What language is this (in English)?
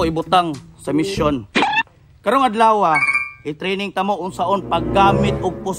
Cebuano